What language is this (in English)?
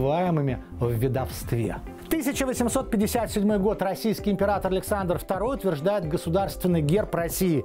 Russian